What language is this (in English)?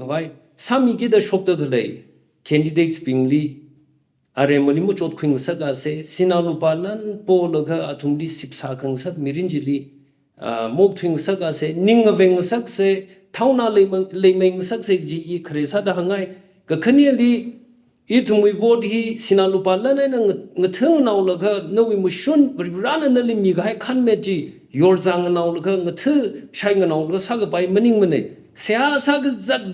Tangkhul Naga (India)